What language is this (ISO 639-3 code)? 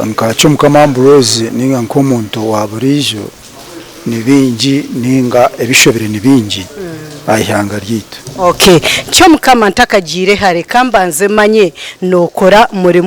nyn